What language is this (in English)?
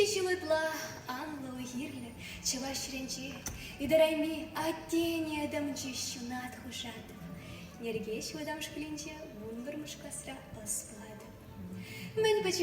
Chuvash